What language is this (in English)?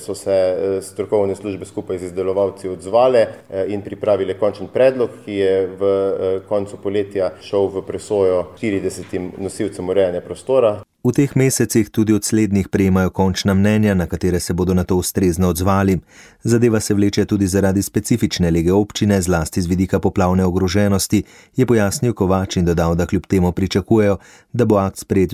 Slovenian